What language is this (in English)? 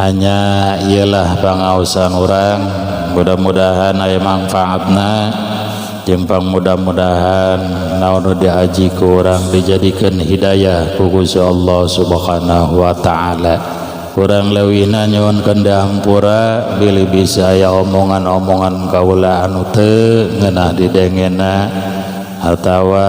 Sundanese